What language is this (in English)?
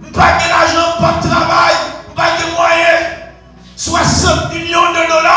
Haitian Creole